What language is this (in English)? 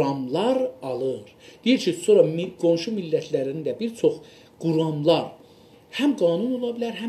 South Azerbaijani